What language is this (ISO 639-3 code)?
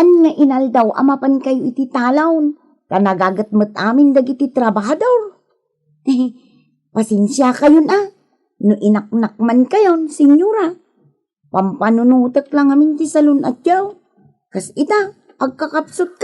ilo